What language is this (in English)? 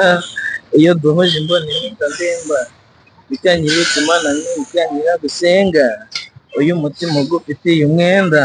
Kinyarwanda